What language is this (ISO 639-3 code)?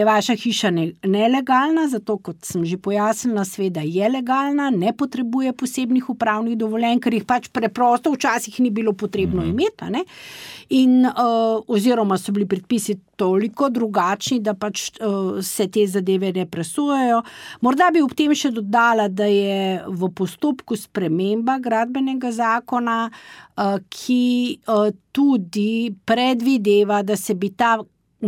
slv